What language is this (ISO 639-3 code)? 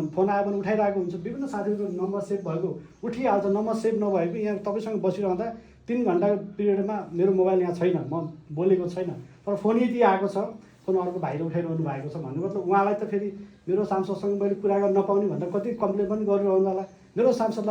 nep